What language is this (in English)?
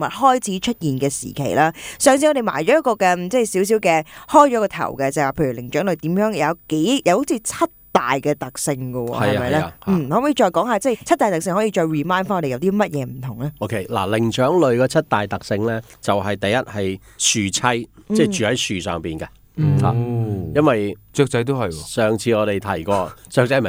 Cantonese